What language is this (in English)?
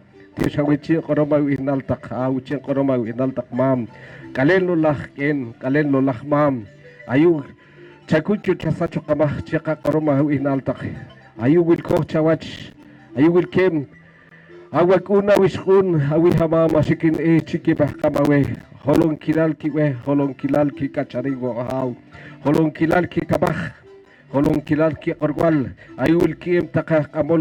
Poqomchi'